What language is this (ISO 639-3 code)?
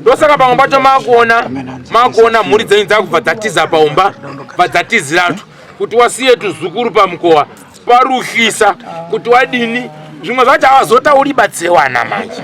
sna